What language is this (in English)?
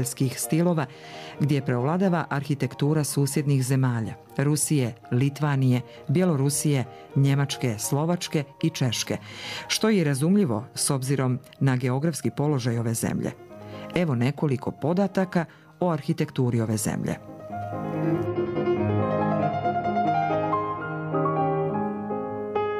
Bosnian